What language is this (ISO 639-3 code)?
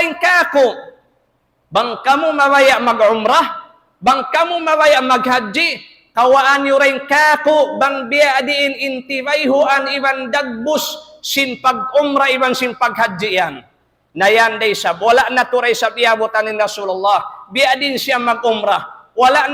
tsg